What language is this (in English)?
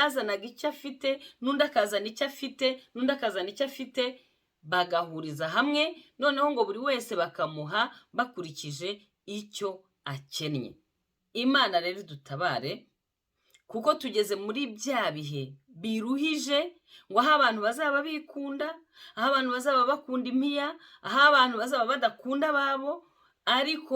Kinyarwanda